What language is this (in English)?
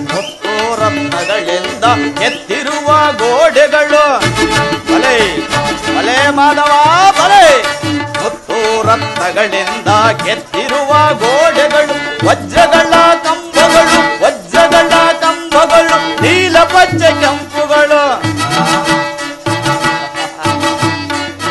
Kannada